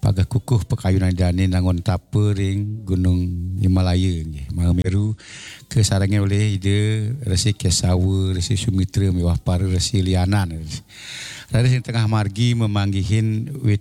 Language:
Balinese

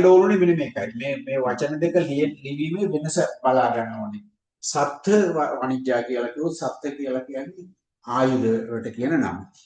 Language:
Sinhala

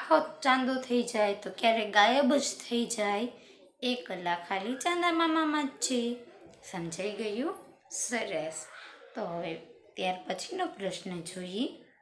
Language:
Gujarati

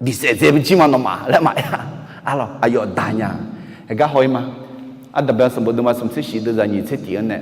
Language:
Akha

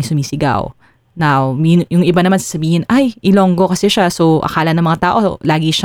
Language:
Filipino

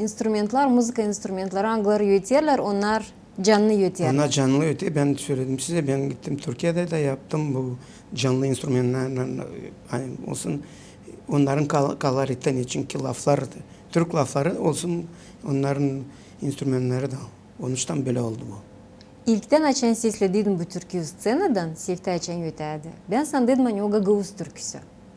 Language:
Gagauz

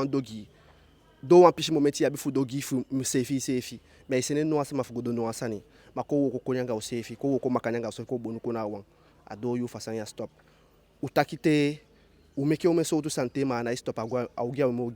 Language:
Eastern Maroon Creole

